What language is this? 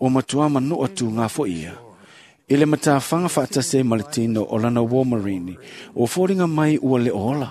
Samoan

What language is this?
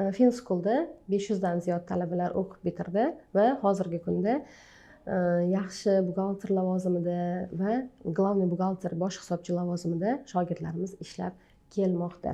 Uzbek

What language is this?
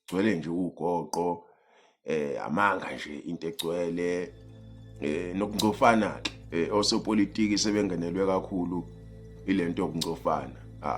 Zulu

